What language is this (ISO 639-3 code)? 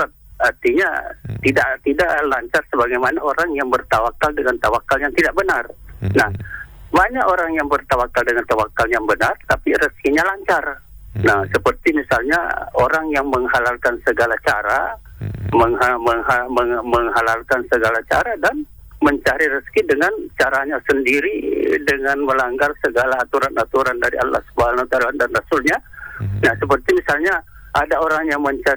ind